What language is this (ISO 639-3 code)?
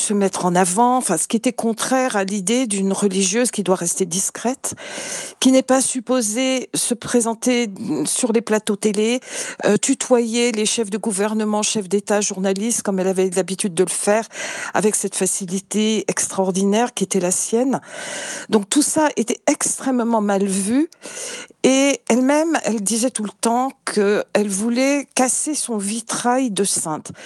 fra